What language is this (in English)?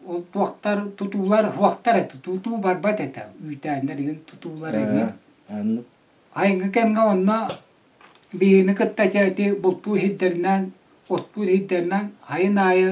Yakut